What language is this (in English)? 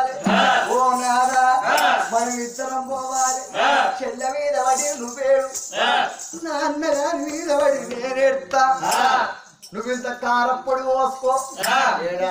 Telugu